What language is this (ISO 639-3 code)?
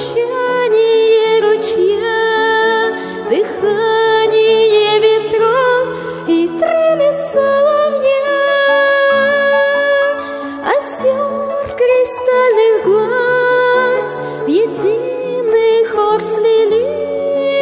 rus